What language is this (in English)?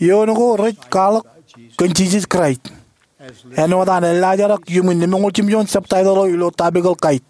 Marshallese